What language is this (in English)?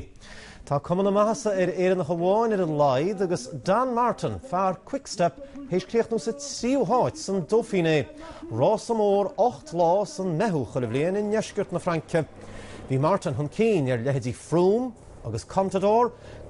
Irish